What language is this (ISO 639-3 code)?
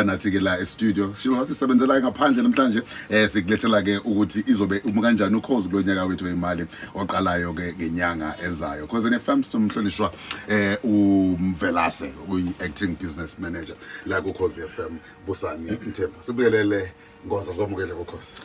zul